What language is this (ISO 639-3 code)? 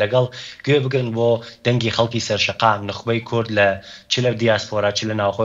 ckb